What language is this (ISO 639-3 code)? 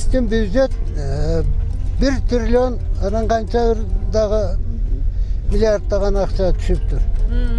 kir